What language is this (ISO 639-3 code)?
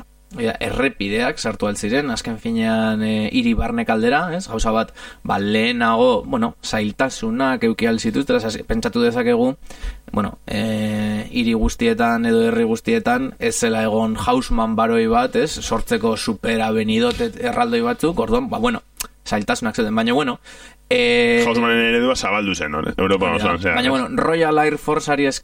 eus